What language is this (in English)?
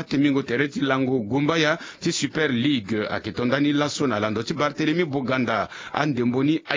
Sango